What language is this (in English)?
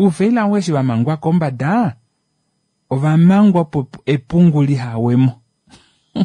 Kuanyama